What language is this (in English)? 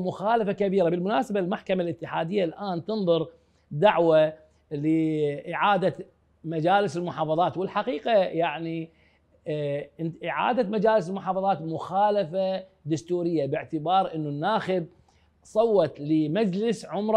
Mesopotamian Arabic